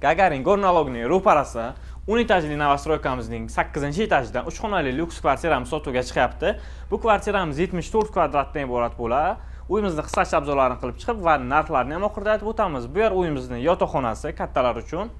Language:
Uzbek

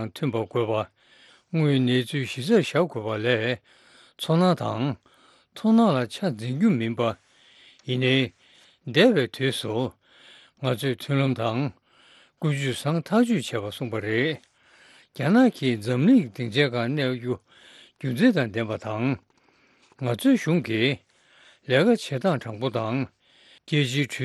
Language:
Tibetan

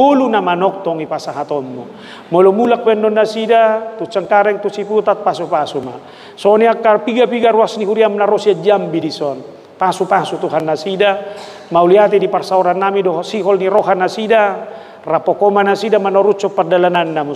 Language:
Batak Toba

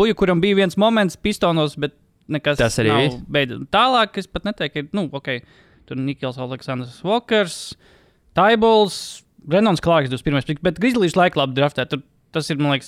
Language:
Latvian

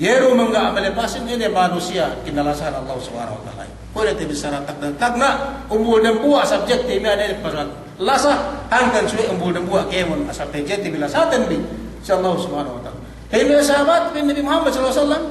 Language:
Yakan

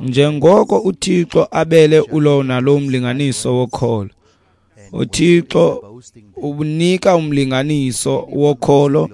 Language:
Xhosa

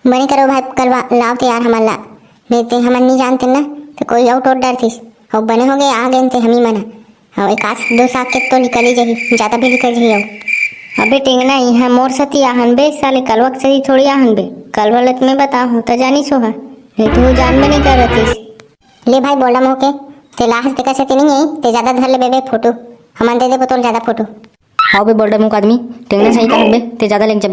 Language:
Chhattisgarhi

